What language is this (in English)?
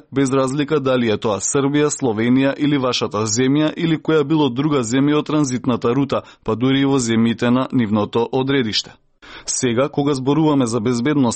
Macedonian